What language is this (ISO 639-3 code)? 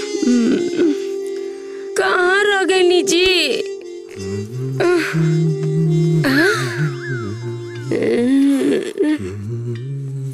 bho